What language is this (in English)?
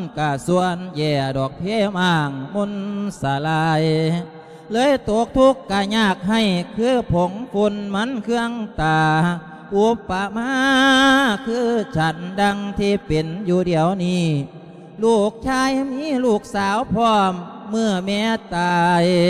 Lao